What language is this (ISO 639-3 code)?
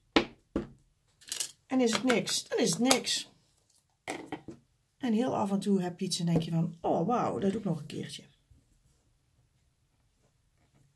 nld